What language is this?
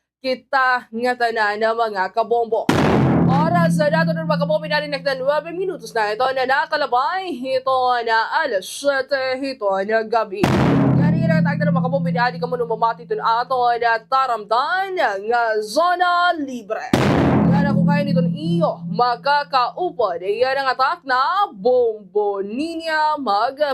Waray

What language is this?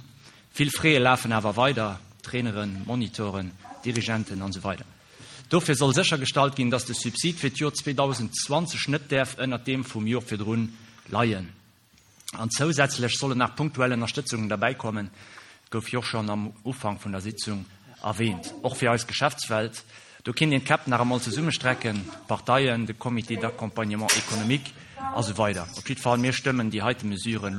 Luxembourgish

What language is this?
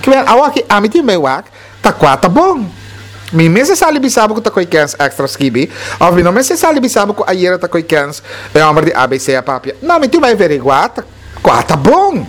Papiamento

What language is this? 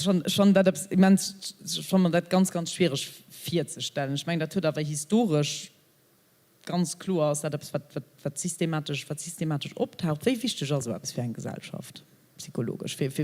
Luxembourgish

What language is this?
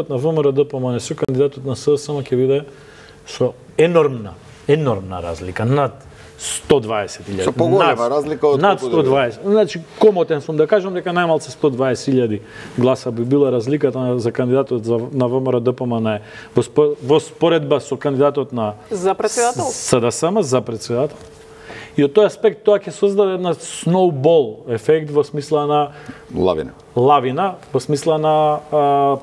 Macedonian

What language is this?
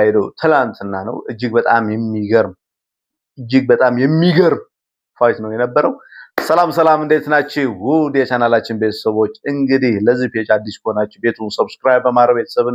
Amharic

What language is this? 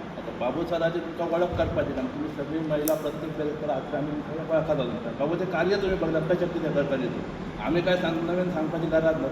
Konkani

